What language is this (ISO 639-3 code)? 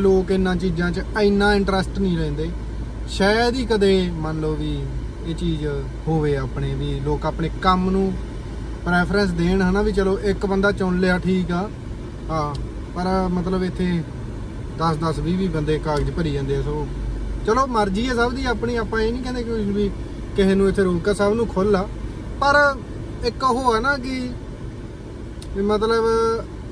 pan